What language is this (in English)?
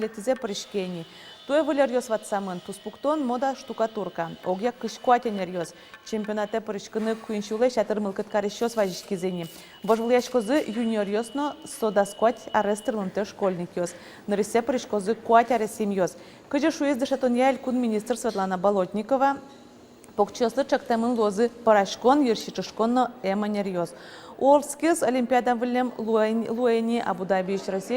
Udmurt